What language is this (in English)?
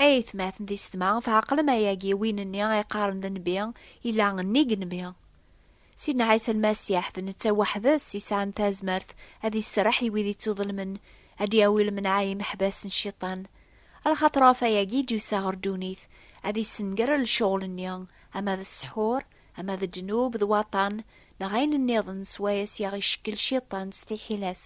Kabyle